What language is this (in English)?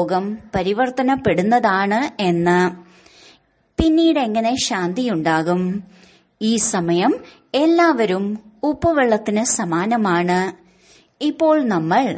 Malayalam